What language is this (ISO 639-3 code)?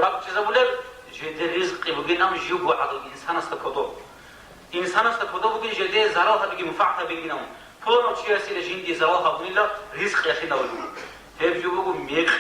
ava